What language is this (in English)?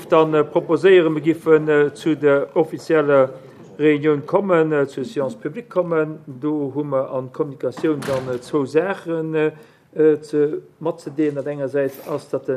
Luxembourgish